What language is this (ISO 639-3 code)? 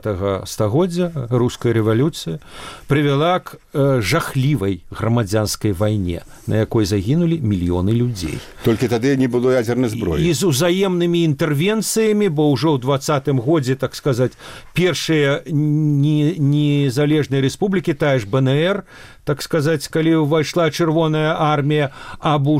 bel